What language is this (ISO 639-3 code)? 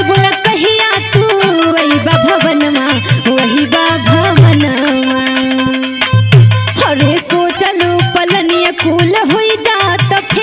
bho